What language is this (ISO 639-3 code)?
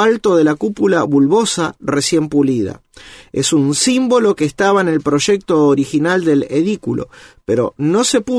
spa